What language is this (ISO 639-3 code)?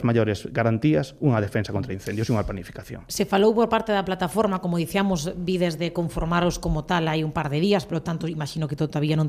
glg